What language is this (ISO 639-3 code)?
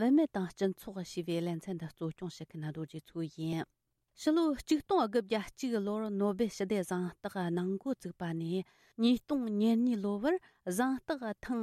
bod